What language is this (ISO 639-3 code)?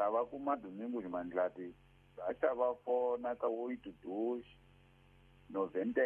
tso